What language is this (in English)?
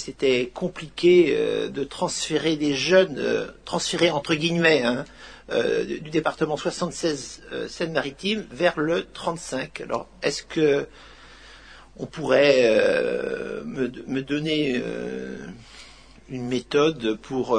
French